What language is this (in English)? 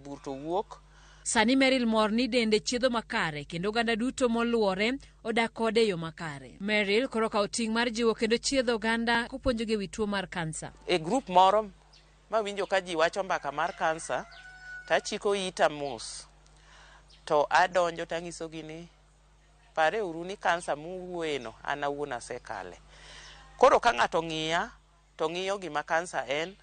Luo (Kenya and Tanzania)